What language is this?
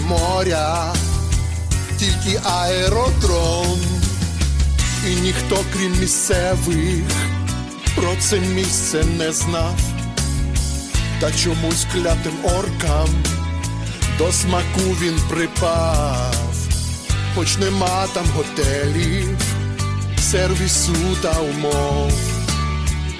Ukrainian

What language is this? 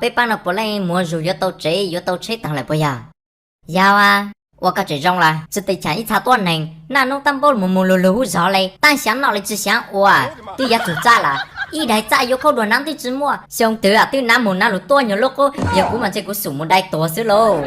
Hmong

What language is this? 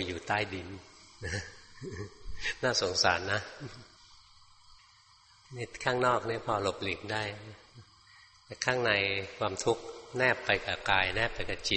Thai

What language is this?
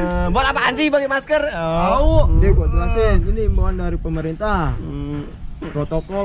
Betawi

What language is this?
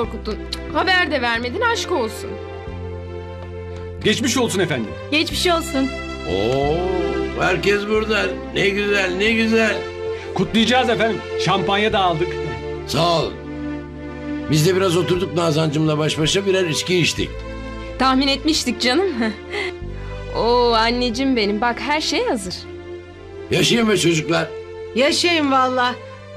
Turkish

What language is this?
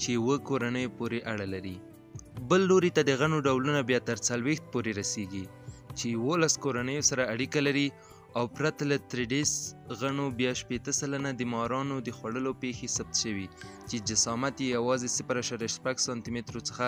Pashto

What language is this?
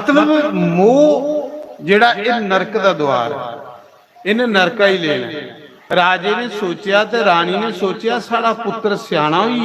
Dogri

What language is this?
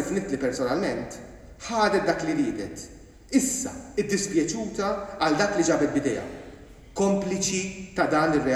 Maltese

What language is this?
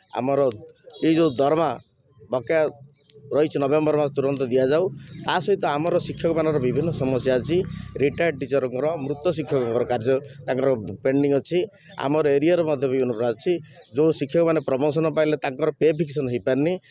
Odia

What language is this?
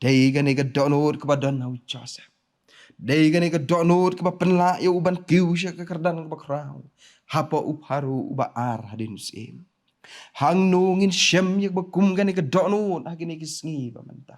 Khasi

